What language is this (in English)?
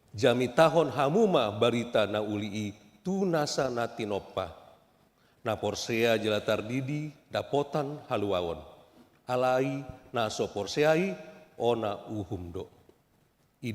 Batak Toba